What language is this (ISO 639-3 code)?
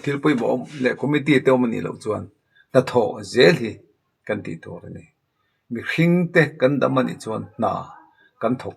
lus